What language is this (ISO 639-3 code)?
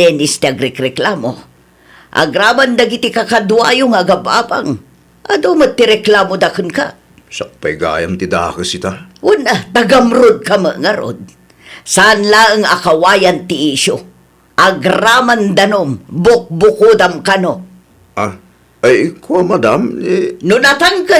ilo